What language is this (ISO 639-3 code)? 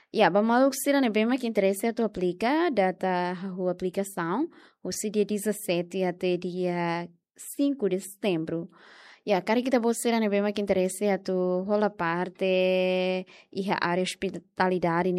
tet